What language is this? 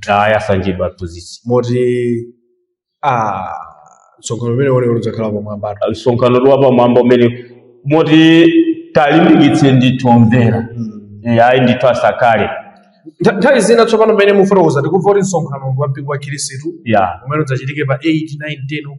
Nyanja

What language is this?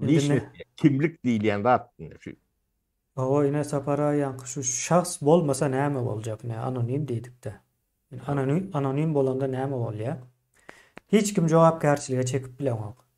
Turkmen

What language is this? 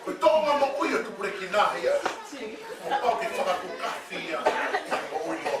Tongan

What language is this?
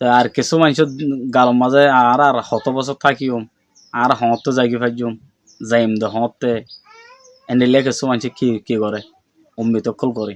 Rohingya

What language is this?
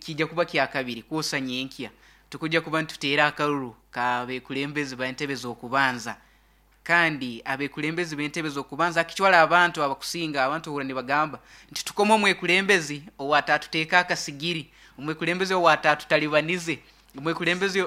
Nyankole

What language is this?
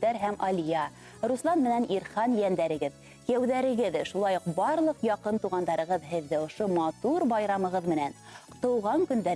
Bashkir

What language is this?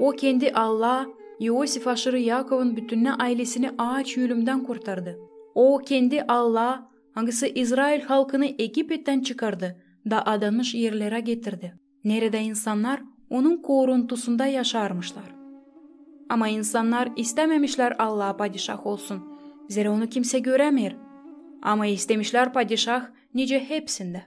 Gagauz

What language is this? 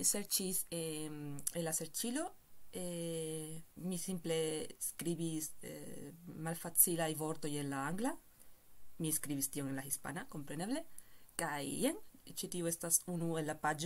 Esperanto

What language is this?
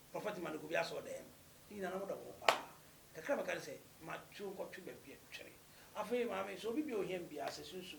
Akan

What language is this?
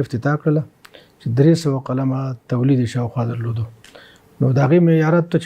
Pashto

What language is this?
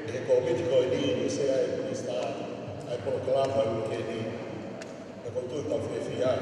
Tongan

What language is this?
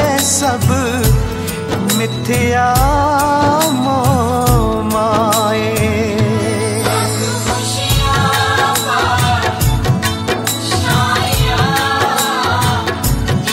Punjabi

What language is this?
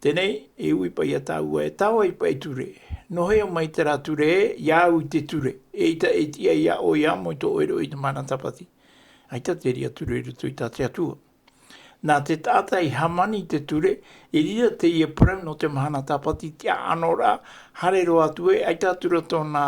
Tahitian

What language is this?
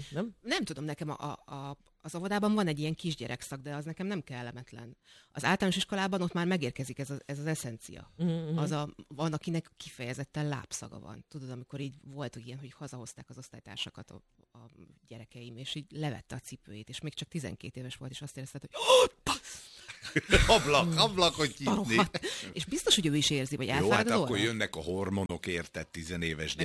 Hungarian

